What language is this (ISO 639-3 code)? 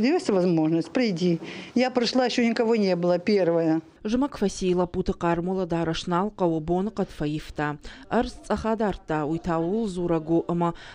oss